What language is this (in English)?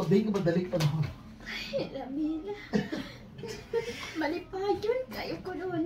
Cebuano